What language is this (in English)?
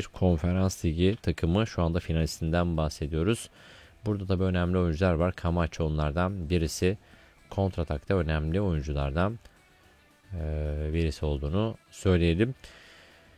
Turkish